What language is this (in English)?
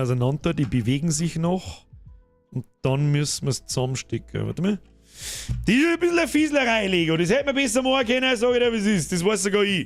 Bavarian